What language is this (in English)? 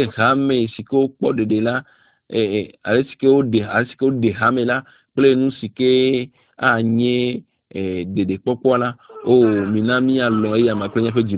Ewe